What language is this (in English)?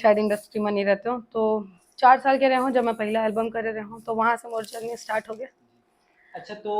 Chhattisgarhi